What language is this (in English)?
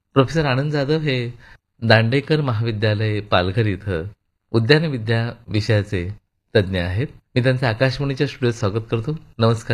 Marathi